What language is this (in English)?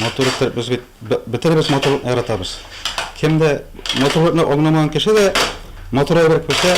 Tatar